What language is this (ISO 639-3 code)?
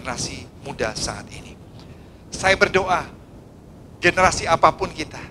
ind